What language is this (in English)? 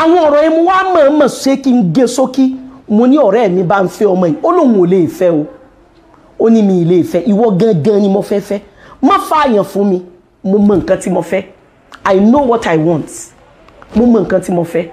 Yoruba